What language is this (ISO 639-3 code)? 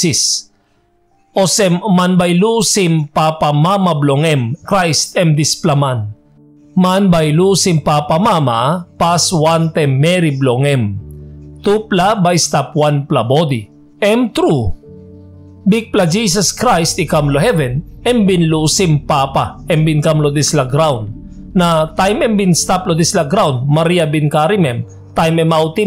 tpi